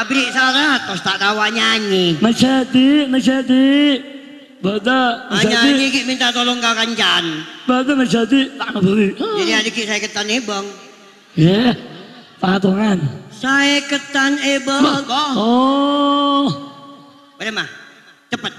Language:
Madurese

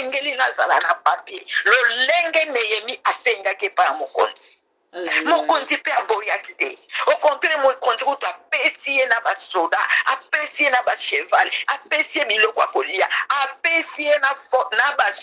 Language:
Lingala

